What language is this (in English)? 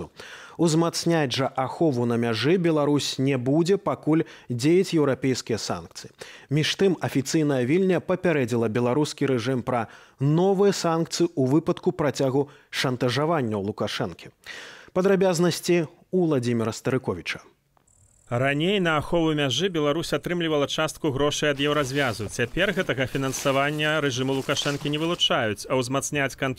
Belarusian